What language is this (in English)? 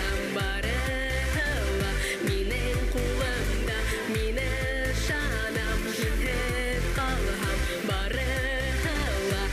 Bashkir